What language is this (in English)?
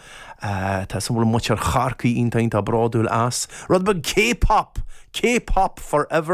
Irish